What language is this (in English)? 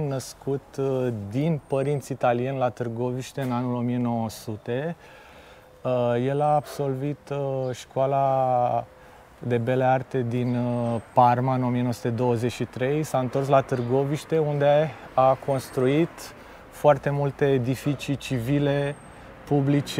Romanian